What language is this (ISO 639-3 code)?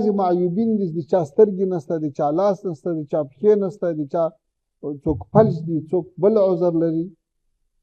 pus